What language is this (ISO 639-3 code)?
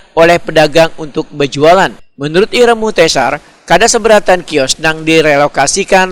bjn